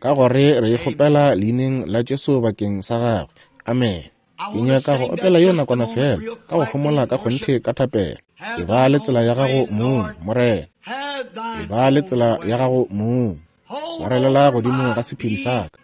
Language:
Northern Sotho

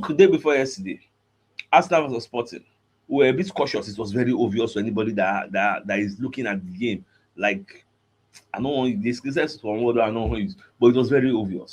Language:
Nigerian Pidgin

